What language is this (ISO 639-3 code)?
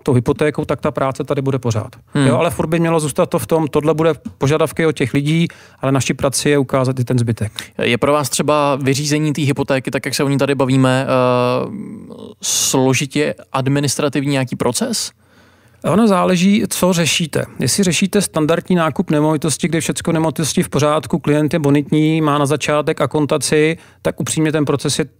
ces